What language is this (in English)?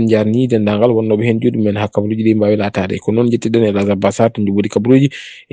Fula